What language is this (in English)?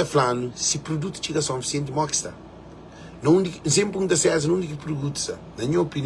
Kabuverdianu